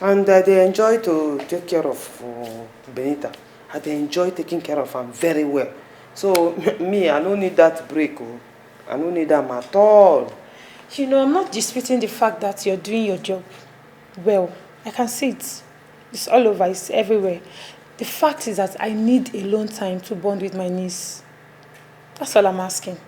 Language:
Nigerian Pidgin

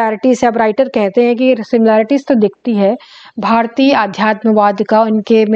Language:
Hindi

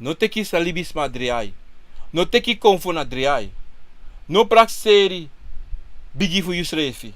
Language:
Sranan Tongo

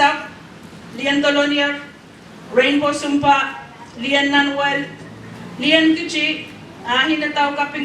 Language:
Pohnpeian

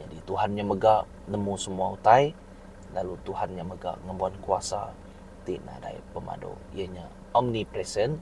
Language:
Iban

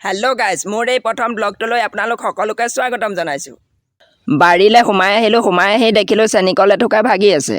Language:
Assamese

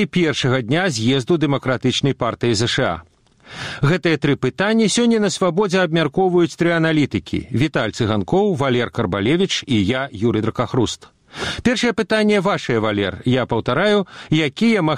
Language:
Belarusian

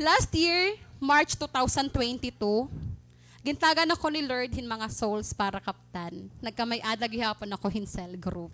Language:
Waray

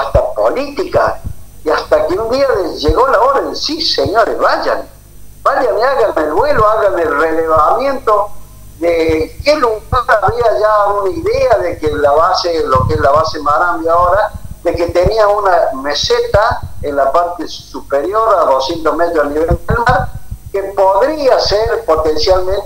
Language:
Spanish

